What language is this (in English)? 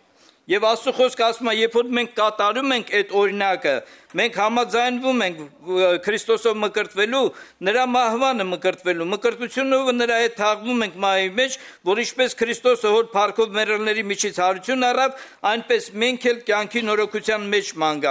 Armenian